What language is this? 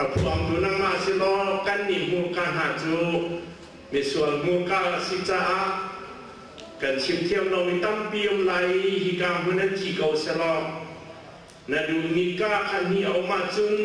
Hakha Chin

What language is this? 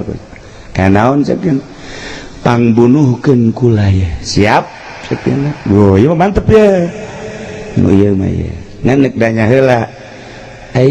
Sundanese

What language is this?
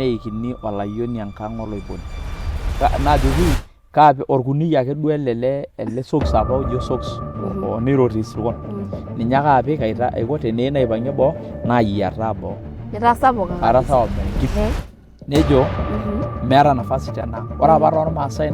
Masai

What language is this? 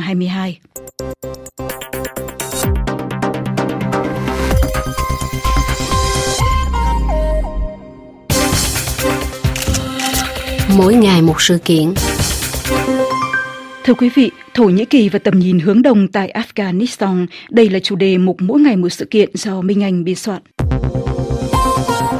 Vietnamese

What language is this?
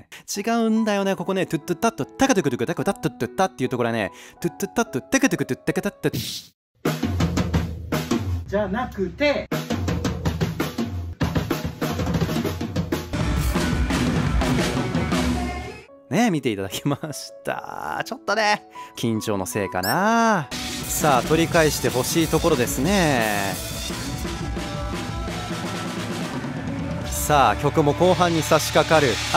Japanese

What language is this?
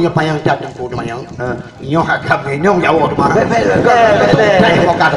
Achinese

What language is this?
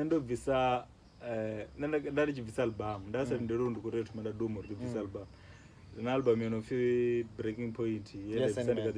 Venda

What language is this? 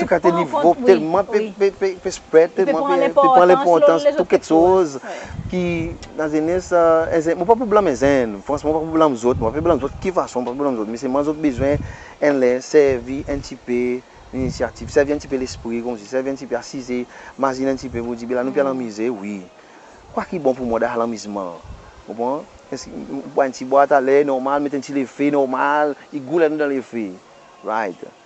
Seselwa Creole French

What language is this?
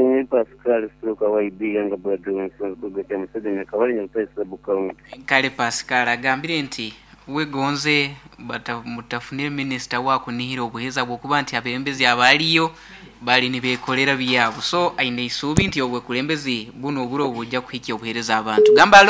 Nyoro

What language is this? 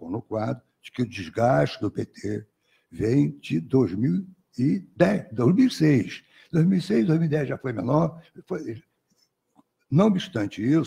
Portuguese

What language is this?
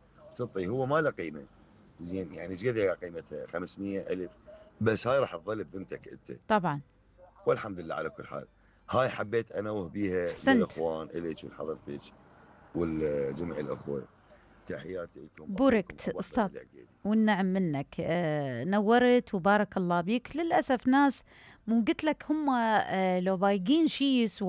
Mesopotamian Arabic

